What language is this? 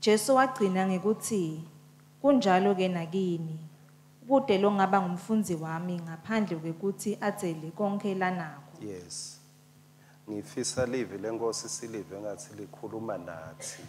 Swati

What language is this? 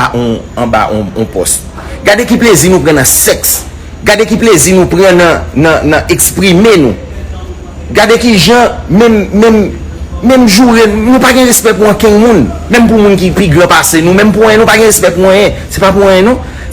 Haitian Creole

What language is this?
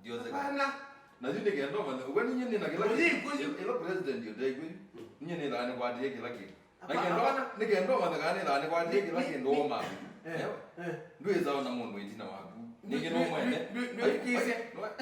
Kamba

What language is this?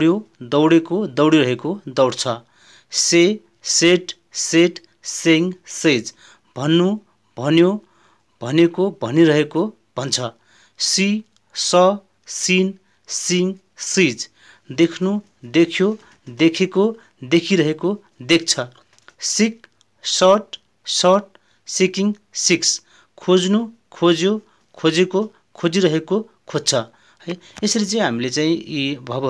Nepali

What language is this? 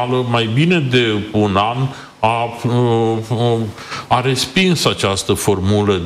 Romanian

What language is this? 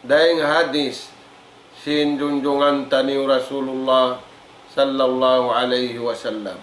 Tausug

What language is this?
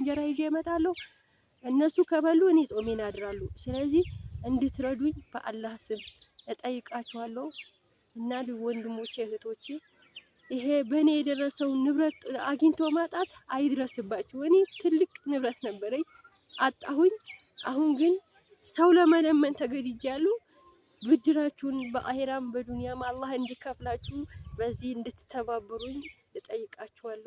Amharic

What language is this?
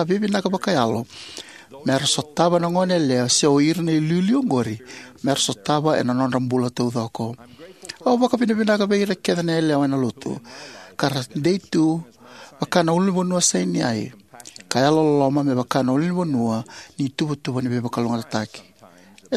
Fijian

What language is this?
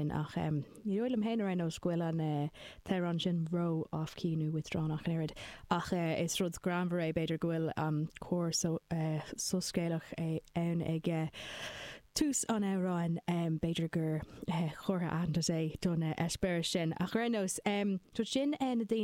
Irish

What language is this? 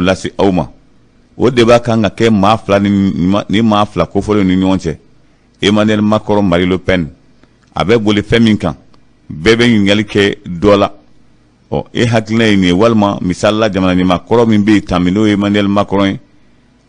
Bambara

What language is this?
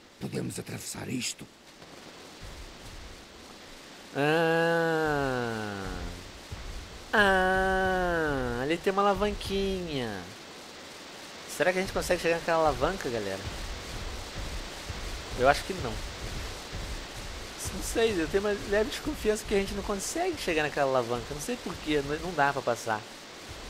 Portuguese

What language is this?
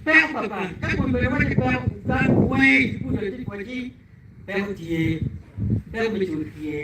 Acoli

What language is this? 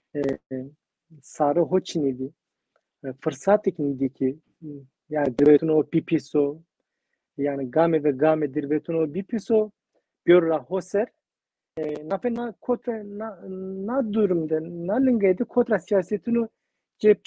Zaza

